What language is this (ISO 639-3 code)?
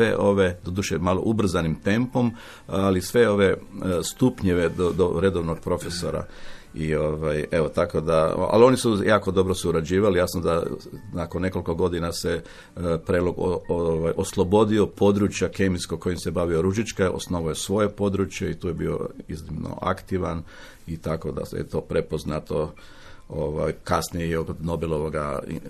hrv